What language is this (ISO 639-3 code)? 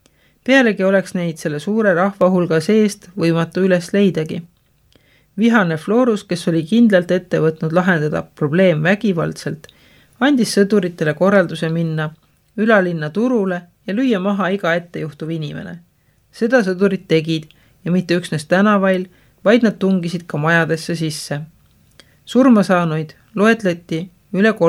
est